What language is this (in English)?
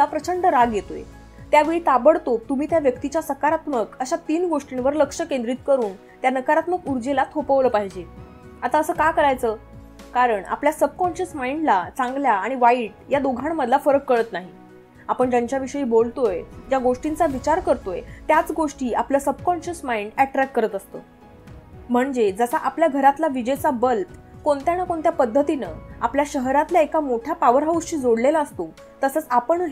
Marathi